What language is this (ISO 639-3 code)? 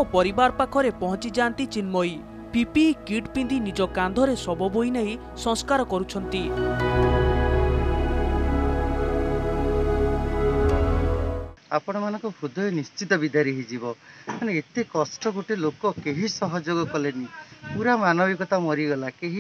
ori